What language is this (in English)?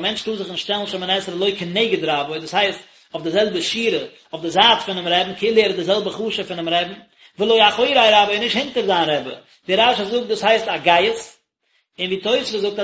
Yiddish